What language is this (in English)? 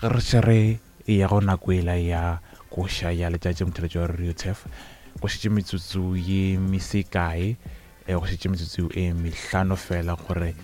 Northern Sotho